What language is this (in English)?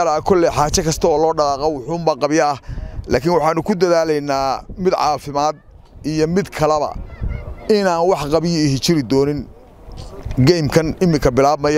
Somali